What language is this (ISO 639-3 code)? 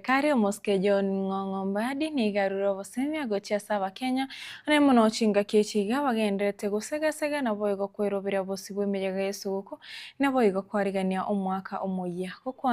guz